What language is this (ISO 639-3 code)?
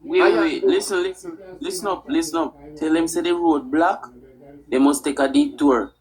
jam